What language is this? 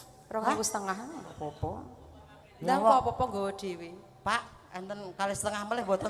Javanese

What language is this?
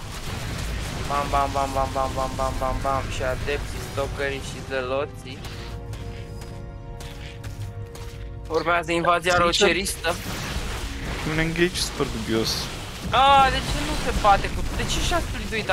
Romanian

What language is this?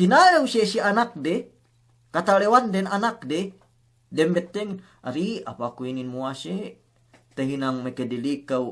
Yakan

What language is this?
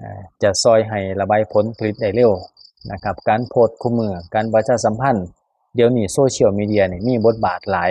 Lao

